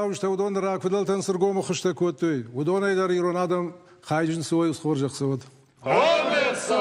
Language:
Ossetic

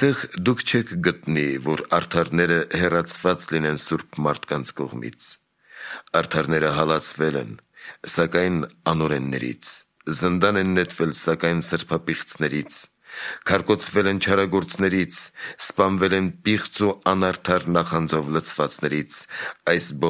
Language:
Armenian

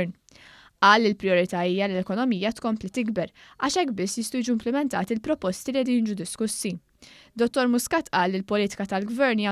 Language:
Maltese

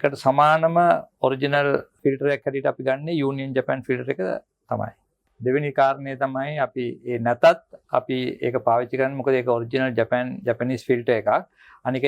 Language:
Sinhala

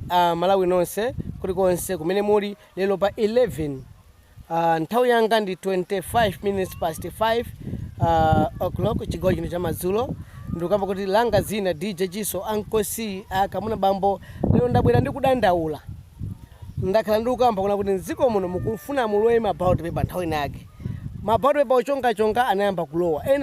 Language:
Nyanja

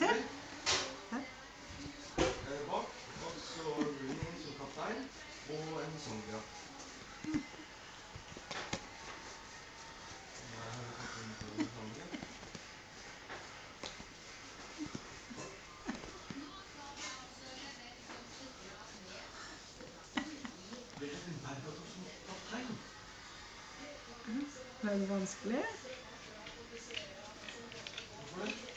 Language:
Norwegian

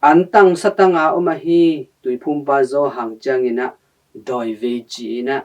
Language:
Tedim Chin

